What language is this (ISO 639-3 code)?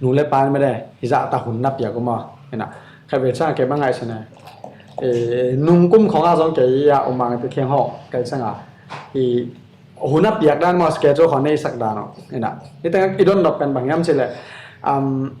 ctd